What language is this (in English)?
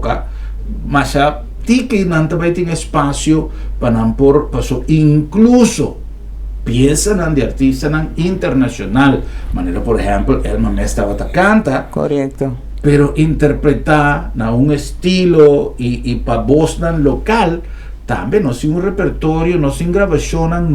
Papiamento